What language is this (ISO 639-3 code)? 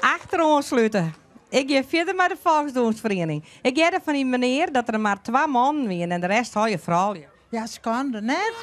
fry